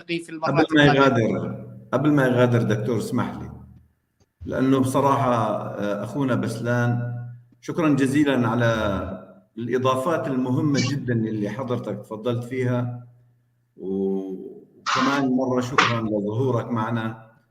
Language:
North Levantine Arabic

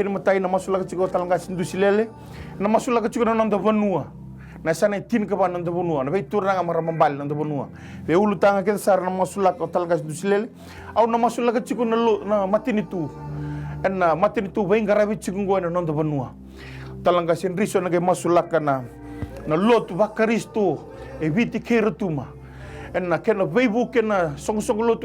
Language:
Fijian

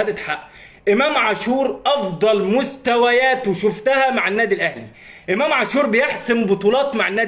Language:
Egyptian Arabic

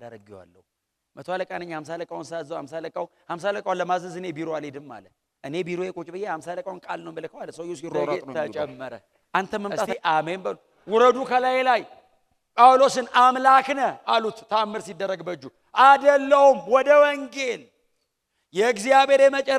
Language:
Amharic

